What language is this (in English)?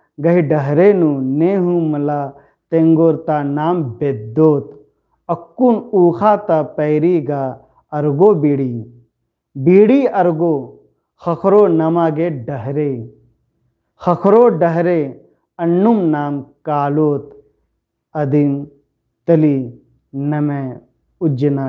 Kurukh